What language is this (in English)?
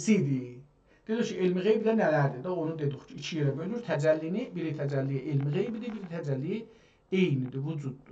South Azerbaijani